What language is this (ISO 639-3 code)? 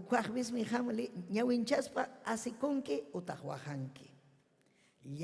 quy